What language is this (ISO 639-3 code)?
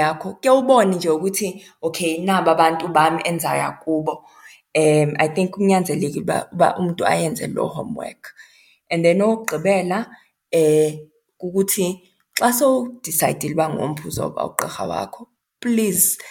xho